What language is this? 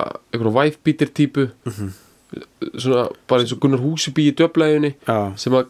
Icelandic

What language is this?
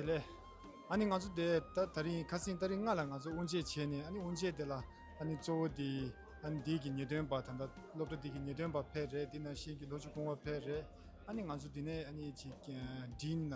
Tibetan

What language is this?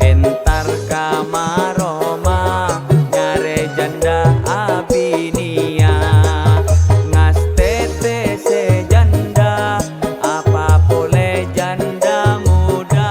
Madurese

